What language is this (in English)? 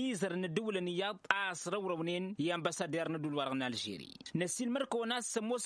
Tamasheq